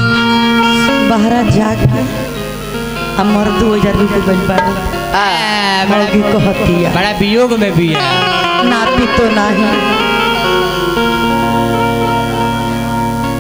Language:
Bhojpuri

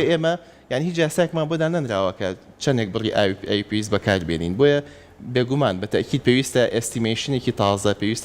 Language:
Central Kurdish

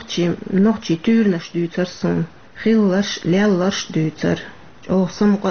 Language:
Chechen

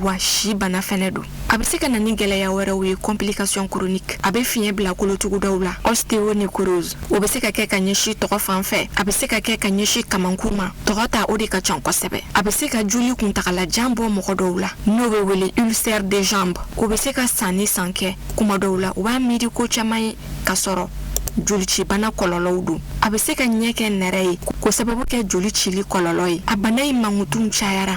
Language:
Bambara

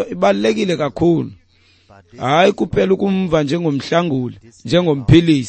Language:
Xhosa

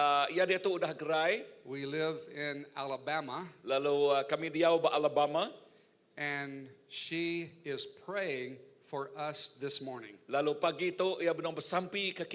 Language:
Iban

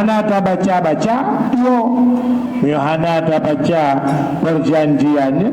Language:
Achinese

